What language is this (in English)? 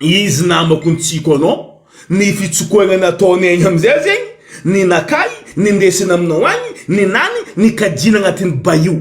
Malagasy